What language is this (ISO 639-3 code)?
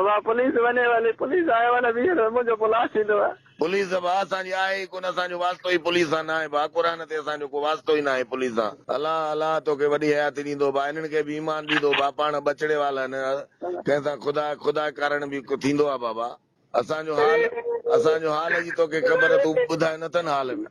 snd